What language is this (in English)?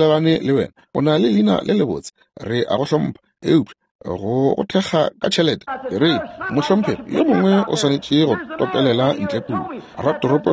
Northern Sotho